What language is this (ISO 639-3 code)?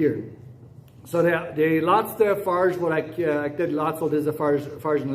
pdt